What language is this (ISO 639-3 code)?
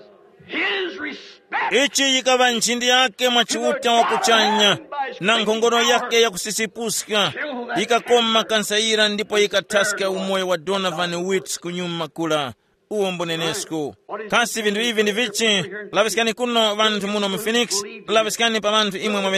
tum